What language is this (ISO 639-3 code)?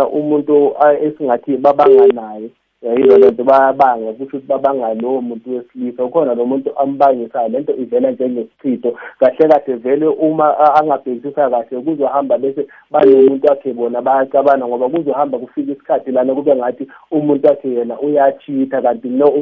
nbl